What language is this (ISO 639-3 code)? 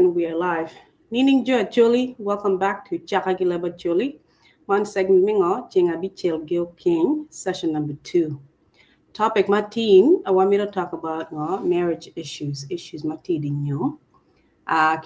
ach